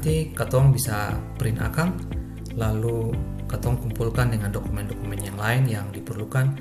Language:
Ambonese Malay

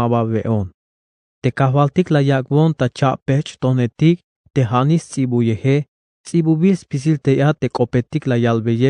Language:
Tzeltal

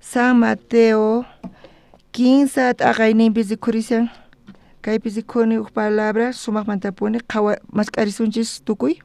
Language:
South Bolivian Quechua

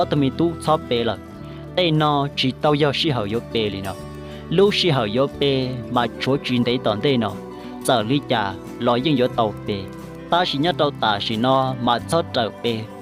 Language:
Hmong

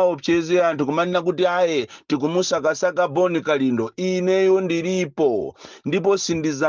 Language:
Nyanja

